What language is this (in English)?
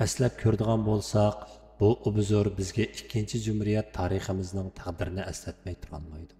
Uyghur